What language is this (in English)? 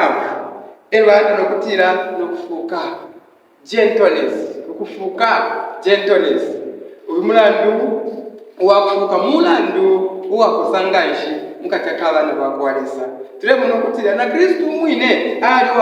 Bemba